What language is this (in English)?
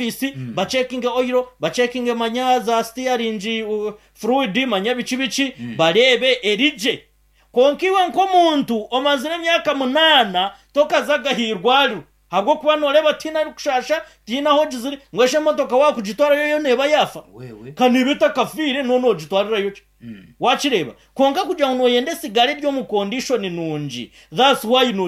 Nyankole